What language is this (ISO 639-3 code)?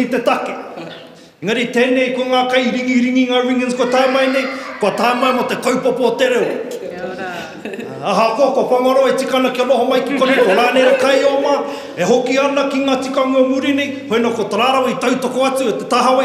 mri